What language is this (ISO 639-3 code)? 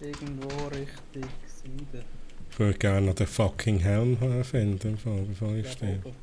gsw